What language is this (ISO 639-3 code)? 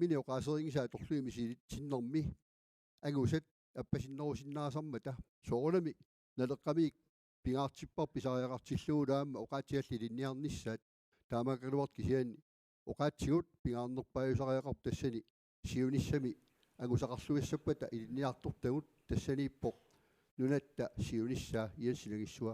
kal